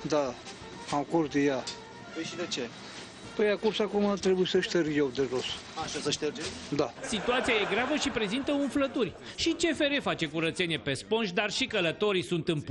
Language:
Romanian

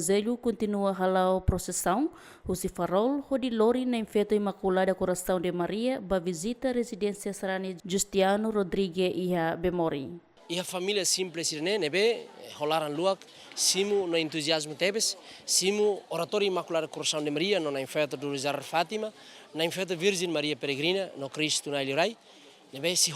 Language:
Tetum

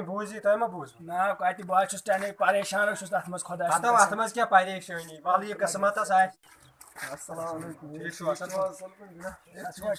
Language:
Kashmiri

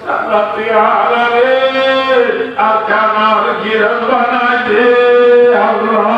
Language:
Rohingya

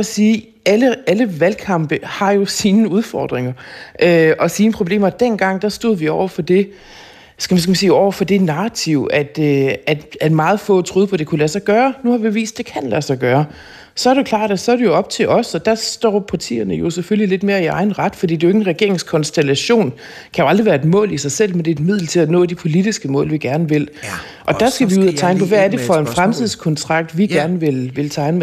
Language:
Danish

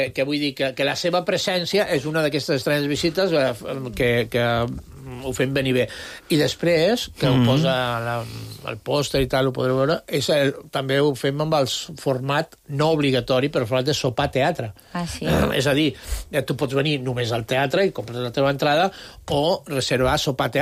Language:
Catalan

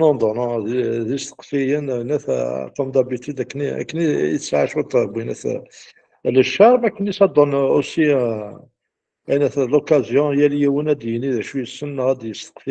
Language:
Kabyle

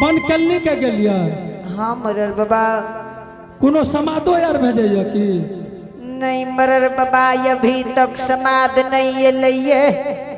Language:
Angika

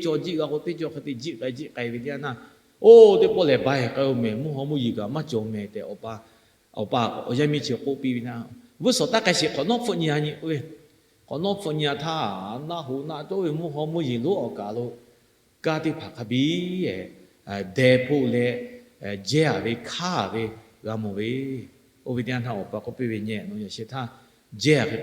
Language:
Lahu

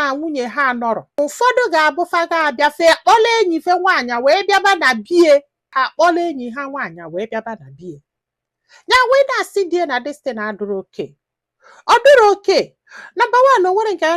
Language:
Igbo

